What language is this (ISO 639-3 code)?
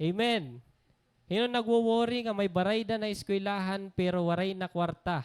war